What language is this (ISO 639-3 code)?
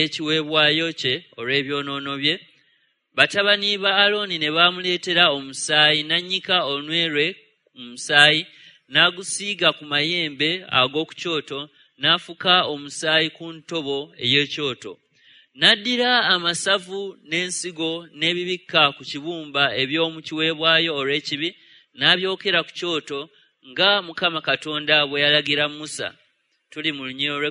lug